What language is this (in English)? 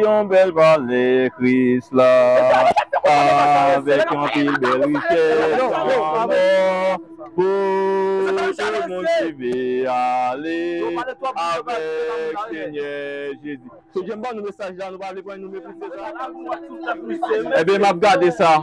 Haitian Creole